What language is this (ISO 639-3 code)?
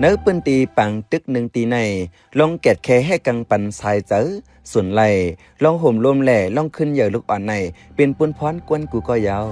shn